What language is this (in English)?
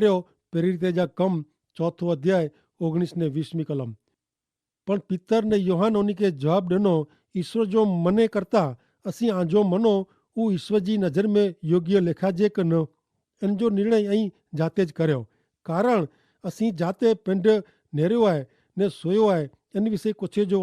Kachhi